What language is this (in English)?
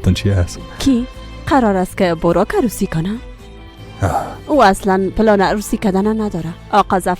Persian